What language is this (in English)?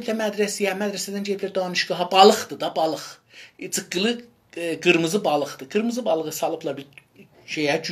South Azerbaijani